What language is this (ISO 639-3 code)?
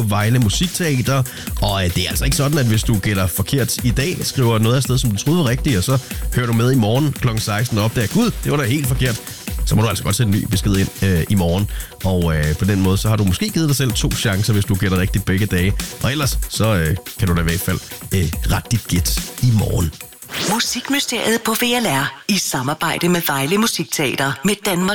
dan